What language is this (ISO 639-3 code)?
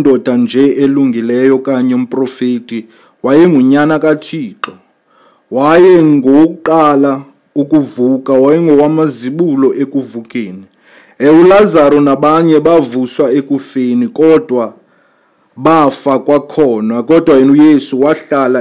xho